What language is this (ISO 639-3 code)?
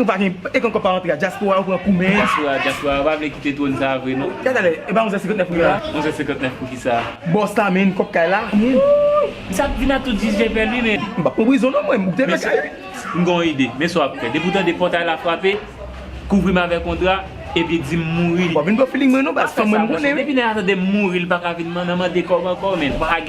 hat